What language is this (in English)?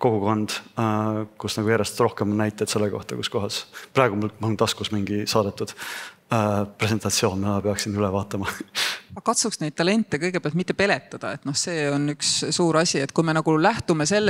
Estonian